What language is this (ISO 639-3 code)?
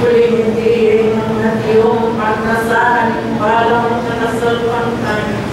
pam